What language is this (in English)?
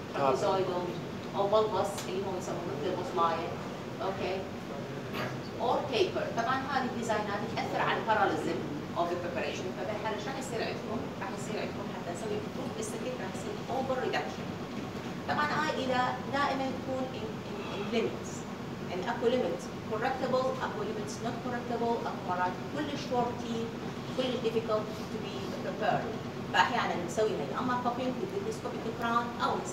Mesopotamian Arabic